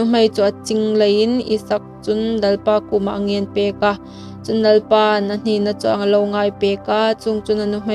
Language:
Hmar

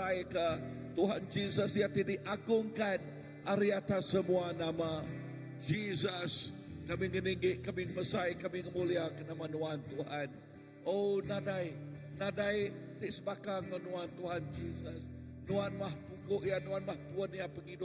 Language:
Iban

